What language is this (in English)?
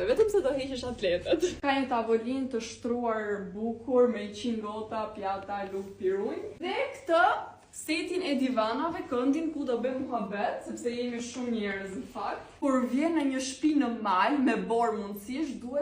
Albanian